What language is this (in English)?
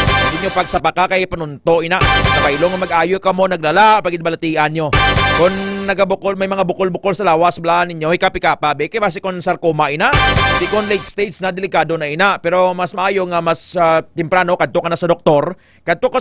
Hiligaynon